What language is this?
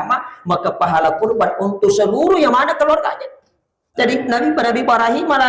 Buginese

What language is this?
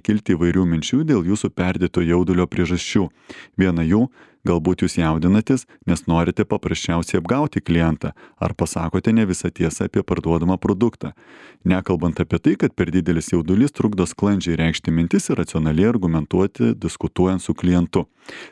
Lithuanian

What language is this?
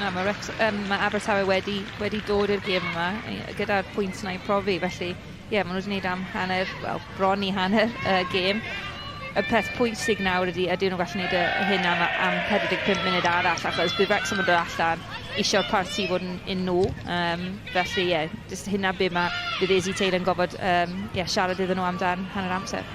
Welsh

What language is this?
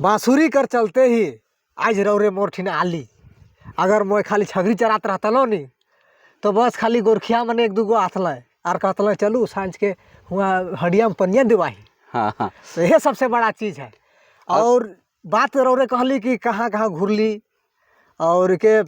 Sadri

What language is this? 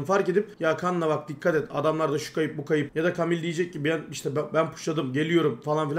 Turkish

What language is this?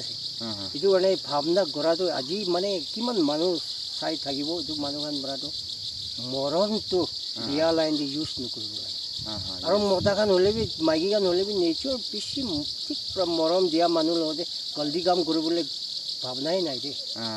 Naga Pidgin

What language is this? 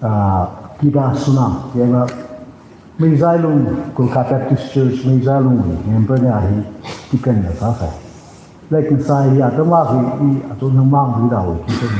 Tangkhul Naga (India)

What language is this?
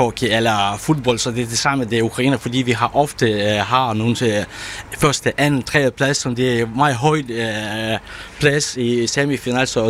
Danish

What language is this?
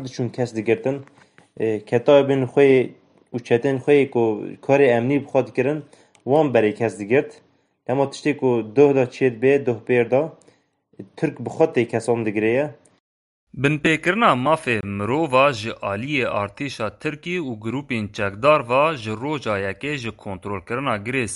Kurdish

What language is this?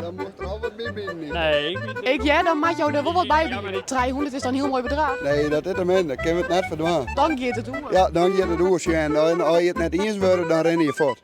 Western Frisian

